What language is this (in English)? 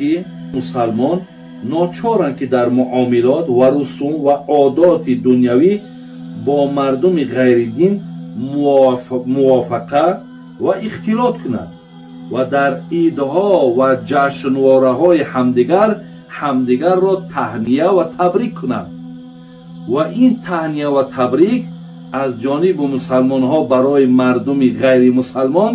Persian